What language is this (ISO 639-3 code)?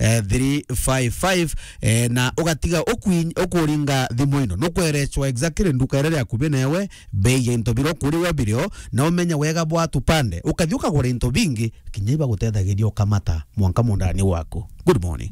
mer